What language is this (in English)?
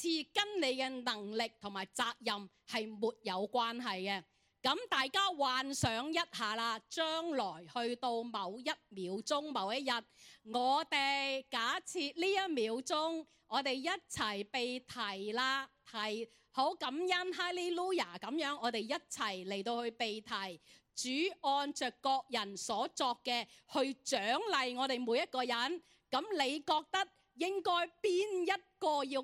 Cantonese